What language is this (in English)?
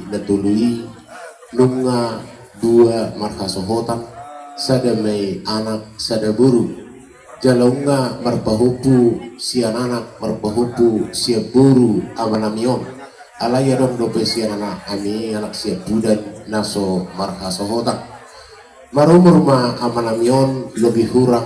Batak Toba